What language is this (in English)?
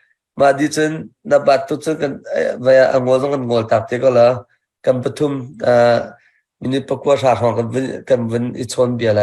Hakha Chin